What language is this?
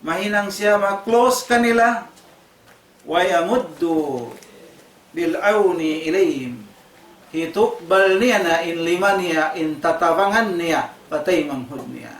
Tausug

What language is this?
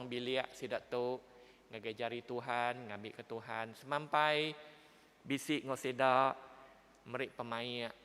Iban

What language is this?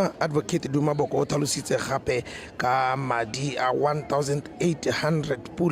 Tswana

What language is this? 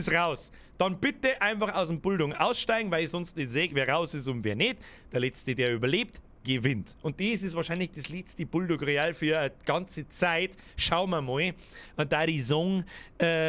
Bavarian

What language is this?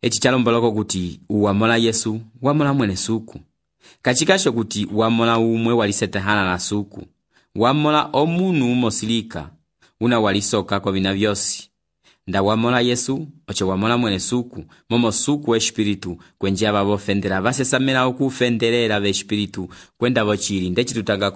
Umbundu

